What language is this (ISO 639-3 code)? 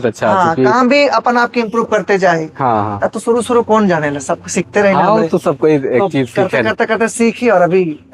sck